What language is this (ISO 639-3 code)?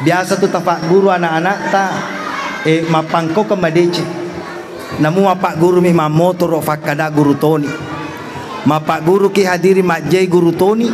bug